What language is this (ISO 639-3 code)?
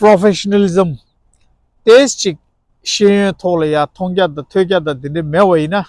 bod